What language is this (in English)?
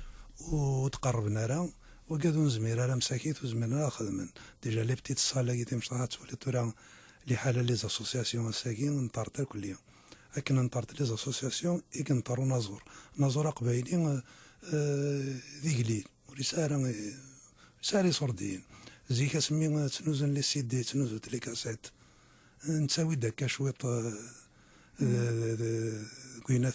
Kabyle